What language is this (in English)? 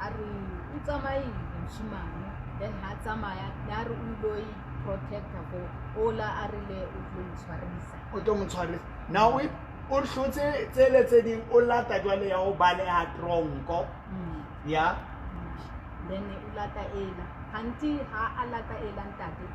Southern Sotho